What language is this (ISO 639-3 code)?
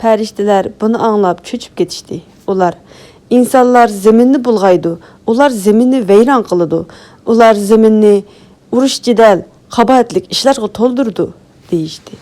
uig